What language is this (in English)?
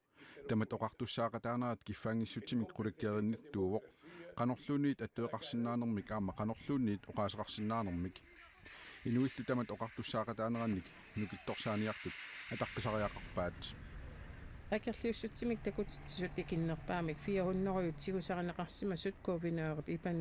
Kalaallisut